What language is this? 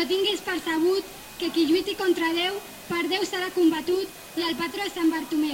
Catalan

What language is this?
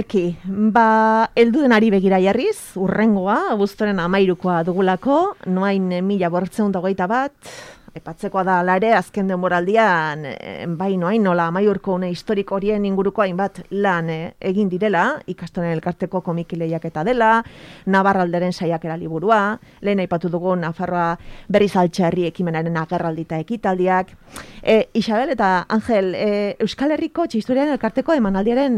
Basque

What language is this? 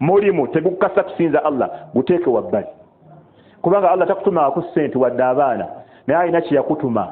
Ganda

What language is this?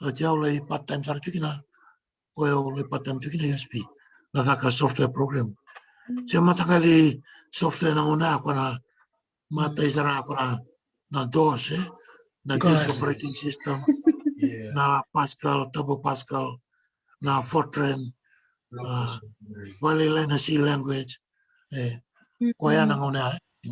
Fijian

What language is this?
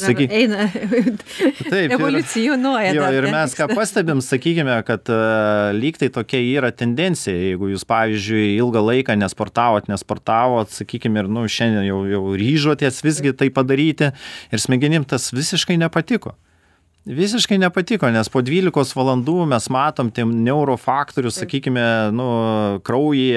Lithuanian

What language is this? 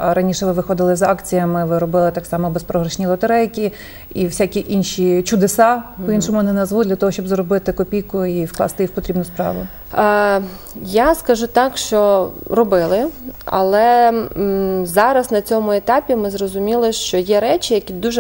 Ukrainian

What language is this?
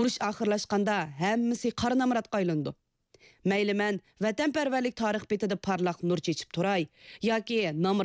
Uyghur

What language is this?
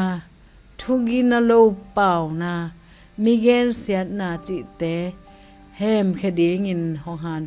Tedim Chin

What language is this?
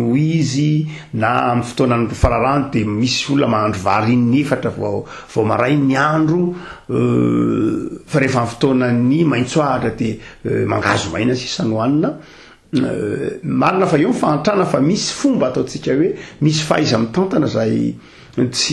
Malagasy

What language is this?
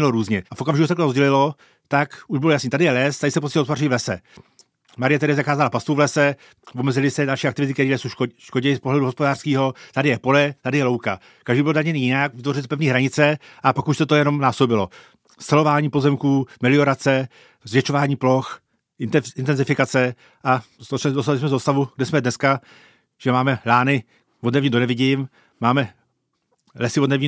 Czech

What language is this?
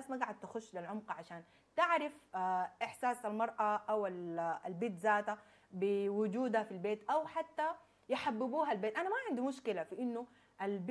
Sudanese Arabic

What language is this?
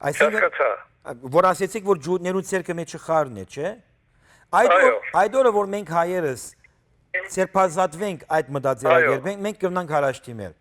Western Armenian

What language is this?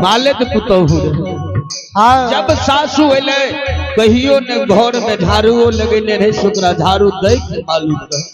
Maithili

